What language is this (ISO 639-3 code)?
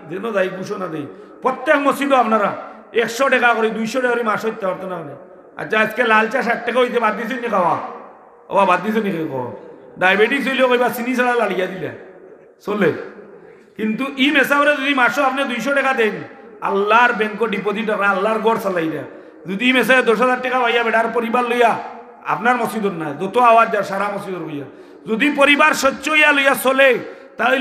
syl